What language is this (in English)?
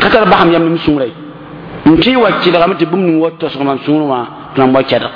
Mossi